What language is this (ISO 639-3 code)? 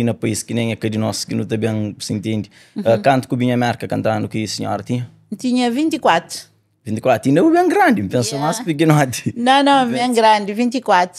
kea